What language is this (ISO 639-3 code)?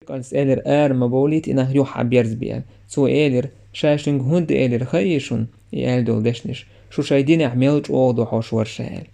che